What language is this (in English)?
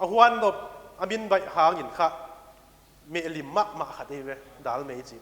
Paite Chin